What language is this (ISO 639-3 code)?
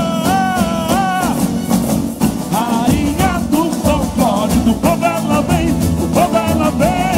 por